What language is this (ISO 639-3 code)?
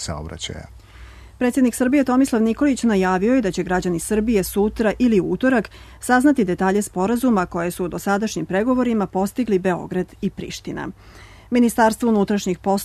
srp